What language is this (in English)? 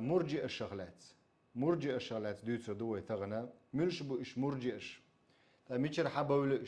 Chechen